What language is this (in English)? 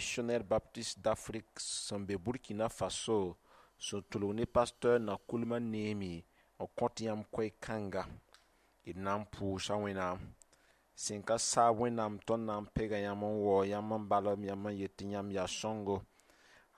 Mossi